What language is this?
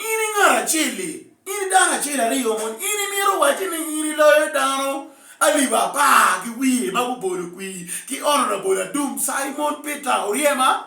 Acoli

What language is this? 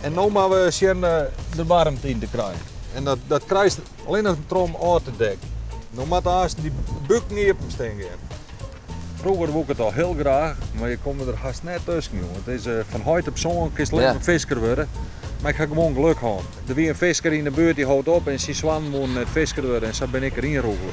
Western Frisian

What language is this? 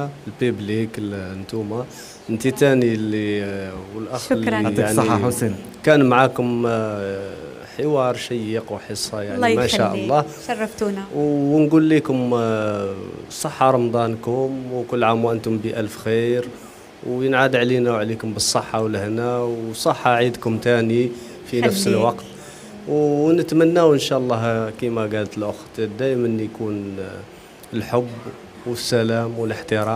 Algerian Arabic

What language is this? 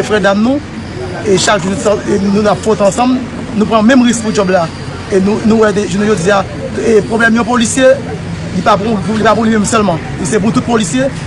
Haitian Creole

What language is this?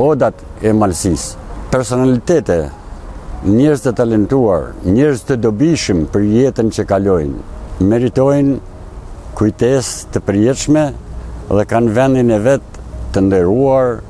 Albanian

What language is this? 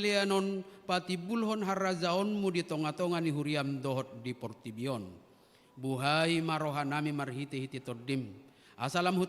Batak Toba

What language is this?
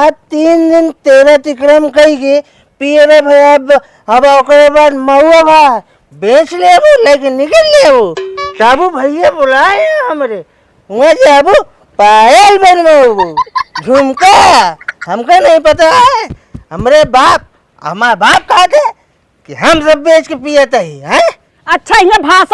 Awadhi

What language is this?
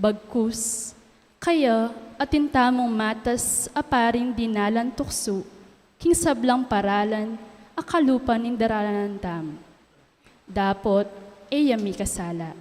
Pampanga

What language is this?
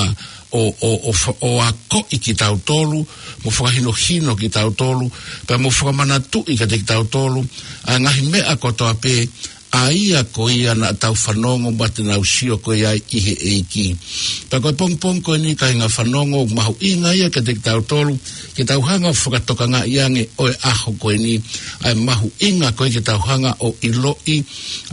Tongan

